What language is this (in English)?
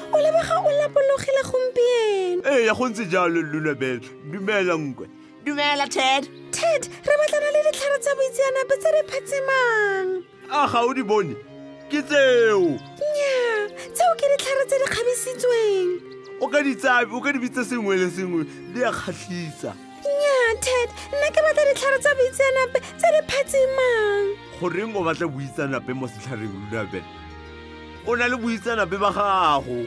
Tswana